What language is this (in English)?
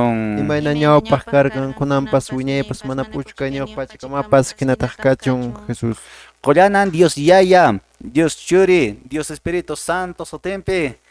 Quechua